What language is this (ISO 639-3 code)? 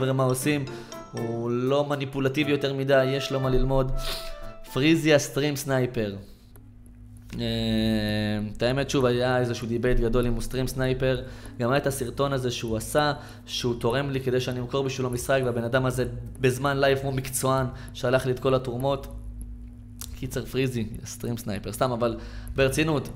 heb